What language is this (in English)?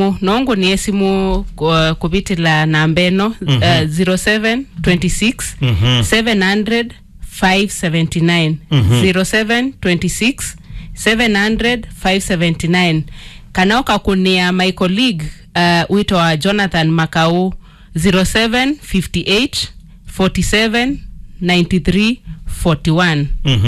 Kamba